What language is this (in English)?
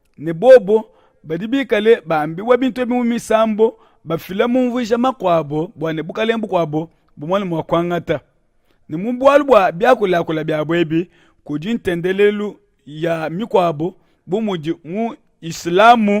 Luba-Lulua